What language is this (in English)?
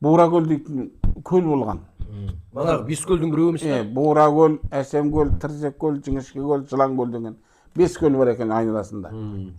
Kazakh